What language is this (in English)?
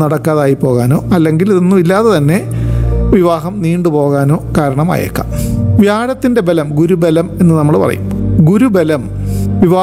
Malayalam